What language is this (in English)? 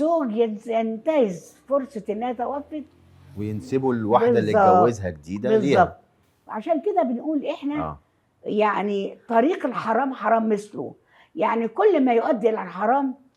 Egyptian Arabic